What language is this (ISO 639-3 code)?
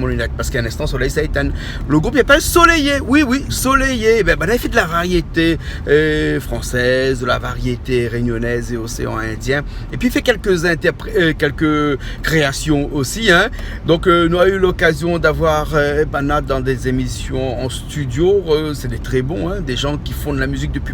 rcf